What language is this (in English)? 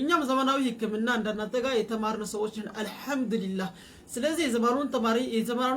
Amharic